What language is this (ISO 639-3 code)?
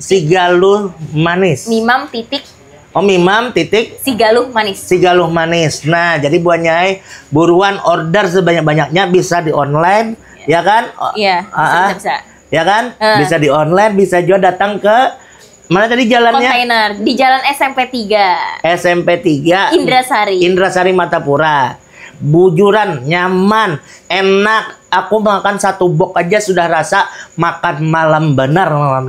bjn